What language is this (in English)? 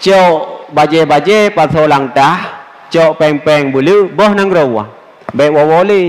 Achinese